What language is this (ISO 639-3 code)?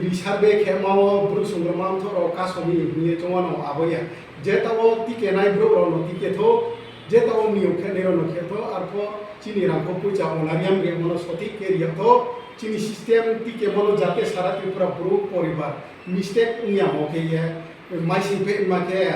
ria